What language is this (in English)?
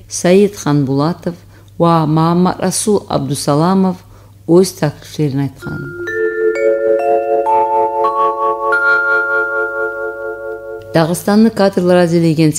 Kumyk